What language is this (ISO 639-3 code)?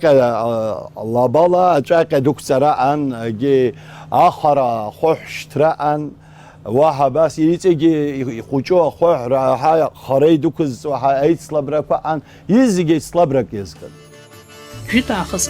abk